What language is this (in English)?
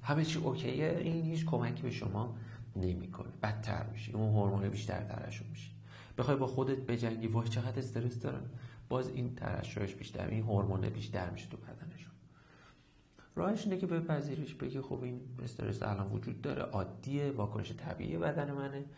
Persian